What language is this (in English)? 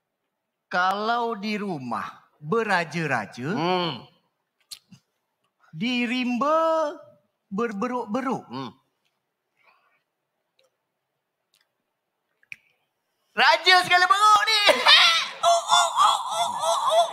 Malay